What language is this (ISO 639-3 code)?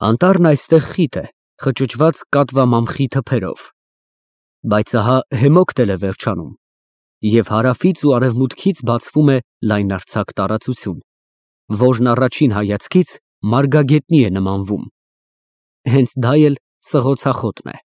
hye